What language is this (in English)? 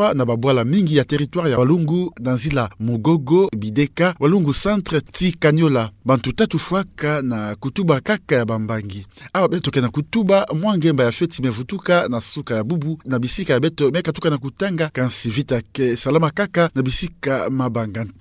Kituba (Democratic Republic of Congo)